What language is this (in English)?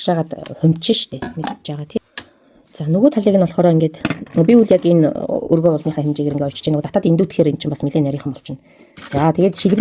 Mongolian